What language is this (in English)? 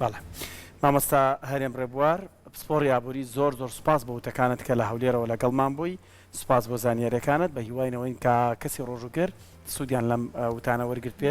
Central Kurdish